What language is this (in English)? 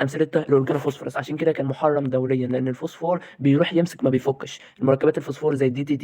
Egyptian Arabic